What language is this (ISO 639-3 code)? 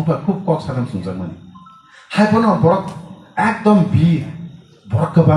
trp